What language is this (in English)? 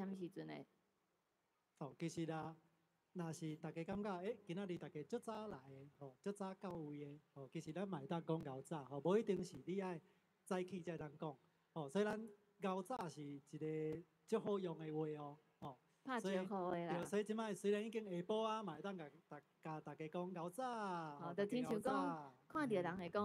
Min Nan Chinese